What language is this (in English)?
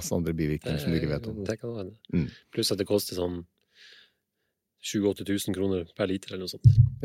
Norwegian